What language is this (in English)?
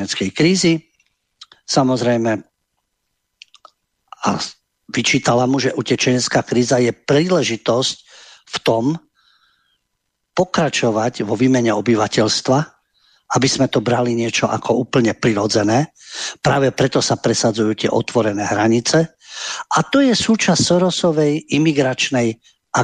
Slovak